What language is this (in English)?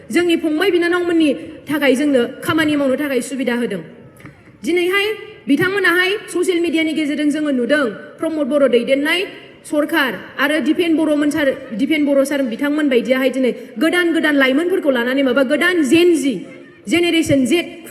Bodo